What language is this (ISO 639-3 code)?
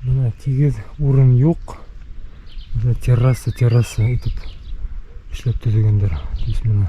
bak